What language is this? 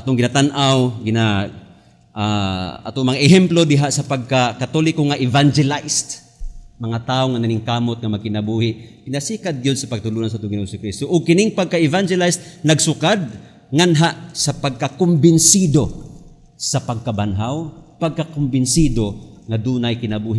Cebuano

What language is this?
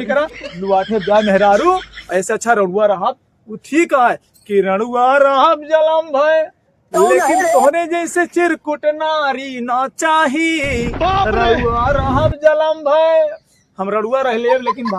Awadhi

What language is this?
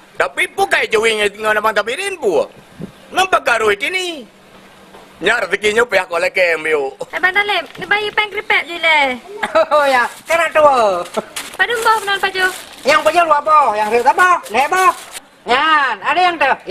Achinese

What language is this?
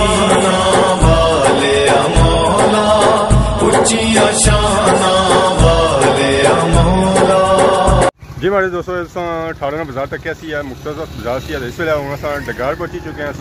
Pahari-Potwari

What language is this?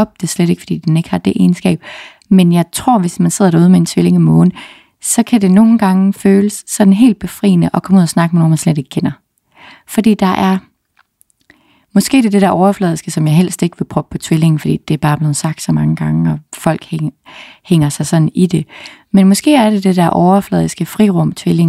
Danish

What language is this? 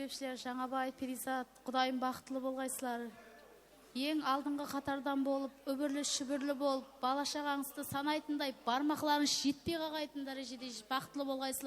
Kara-Kalpak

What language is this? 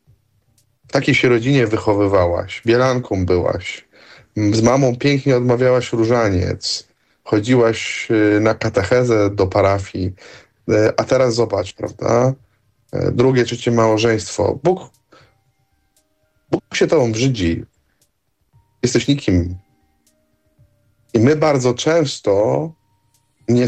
Polish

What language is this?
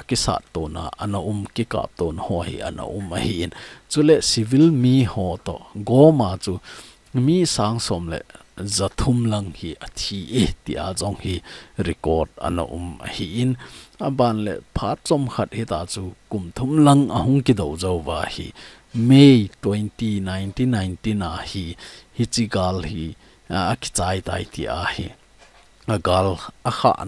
Thado Chin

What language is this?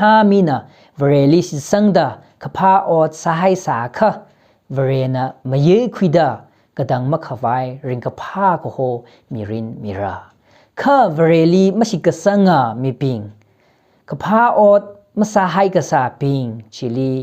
Tangkhul Naga (India)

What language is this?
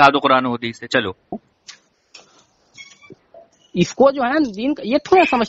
Urdu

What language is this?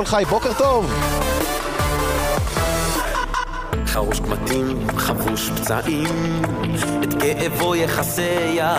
Hebrew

